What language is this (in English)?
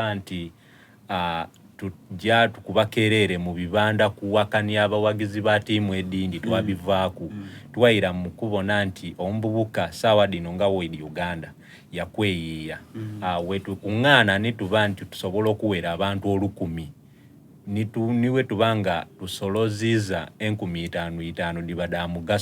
Soga